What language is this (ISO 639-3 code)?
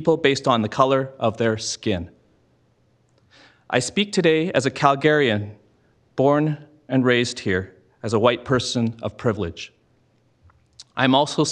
eng